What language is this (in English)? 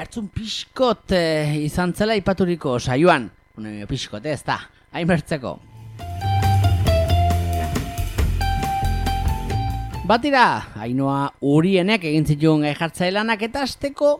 Basque